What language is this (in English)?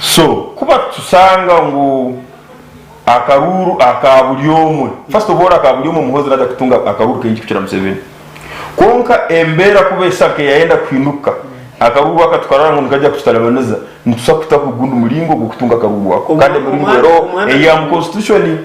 Nyankole